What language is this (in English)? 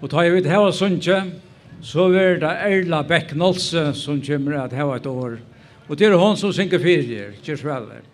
Faroese